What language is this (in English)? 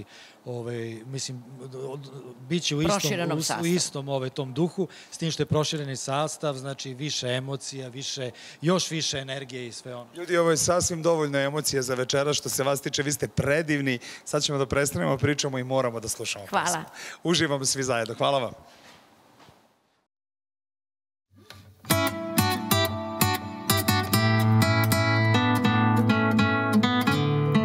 Serbian